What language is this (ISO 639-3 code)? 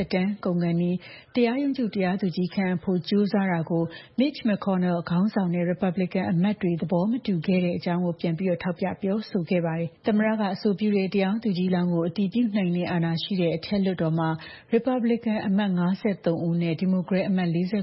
mya